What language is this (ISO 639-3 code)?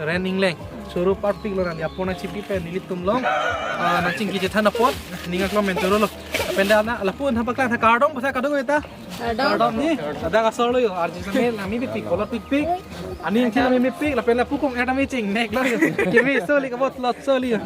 mjw